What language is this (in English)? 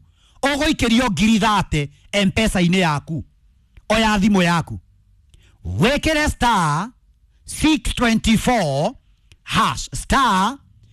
Kikuyu